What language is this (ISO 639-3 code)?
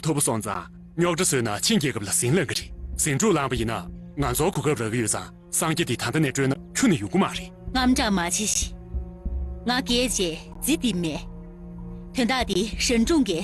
bod